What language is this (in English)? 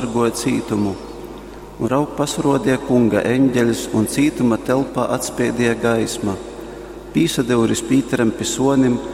Latgalian